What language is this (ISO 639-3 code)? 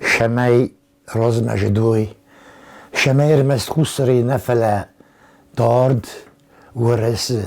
oss